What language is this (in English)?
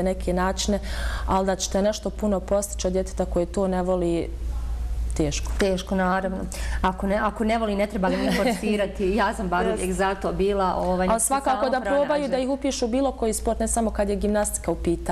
Bosnian